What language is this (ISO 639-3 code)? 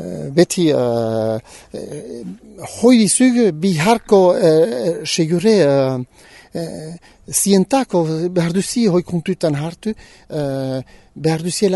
eus